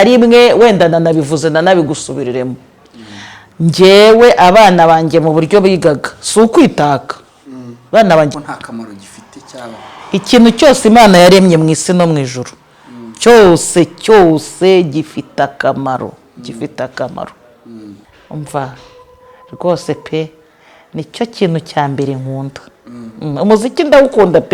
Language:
Kinyarwanda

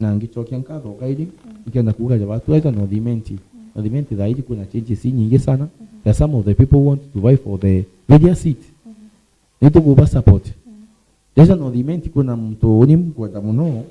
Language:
Meru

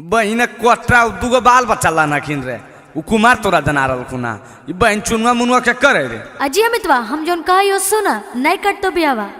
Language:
Magahi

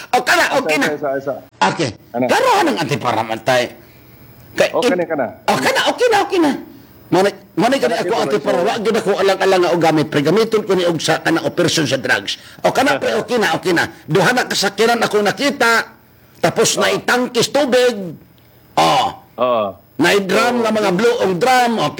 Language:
Cebuano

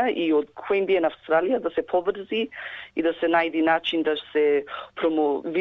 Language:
Macedonian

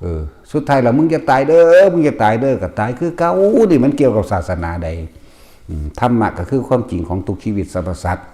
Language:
Northeastern Thai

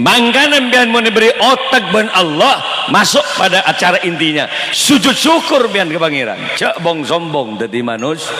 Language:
Madurese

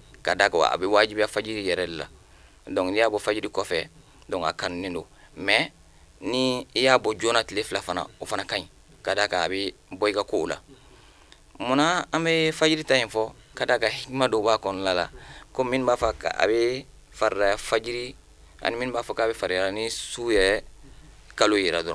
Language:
Bambara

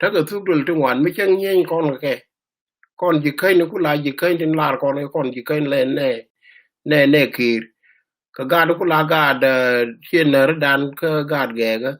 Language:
Nuer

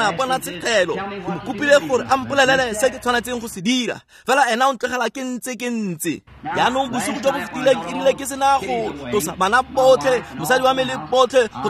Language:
Tswana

